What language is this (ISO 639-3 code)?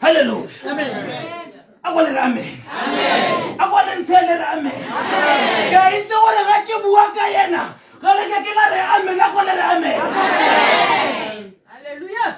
tsn